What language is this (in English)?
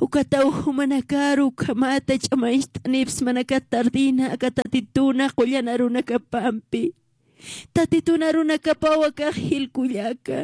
Aymara